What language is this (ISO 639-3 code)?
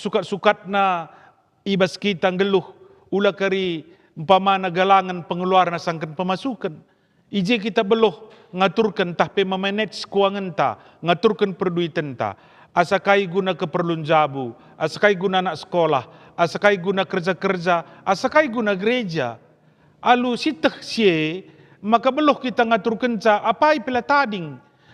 btx